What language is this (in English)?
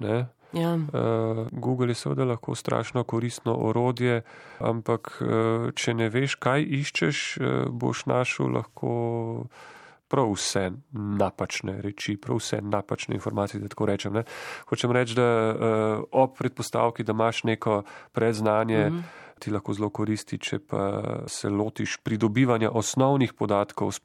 Slovenian